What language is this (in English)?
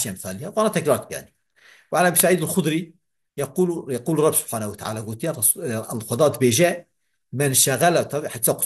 Kurdish